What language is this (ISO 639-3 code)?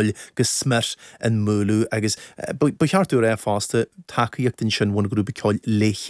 gle